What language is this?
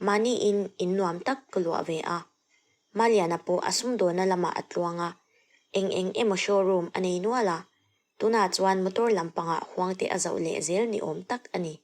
Mizo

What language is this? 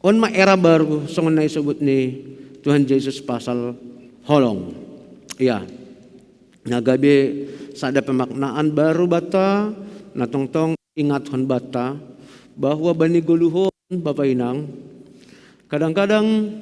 Batak Simalungun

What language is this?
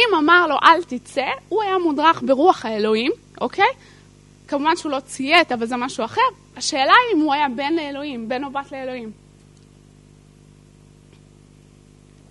Hebrew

